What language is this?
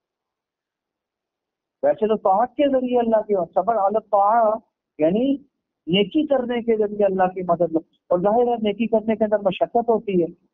Urdu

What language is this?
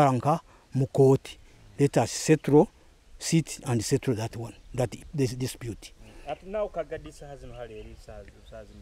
Nyoro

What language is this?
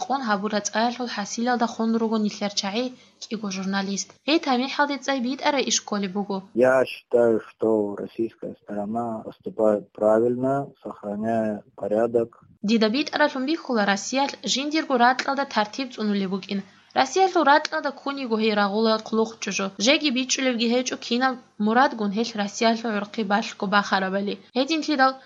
Avaric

